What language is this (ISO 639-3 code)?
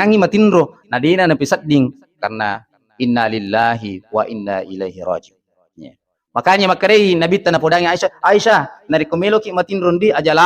bug